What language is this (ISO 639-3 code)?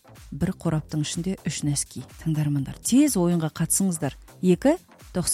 kaz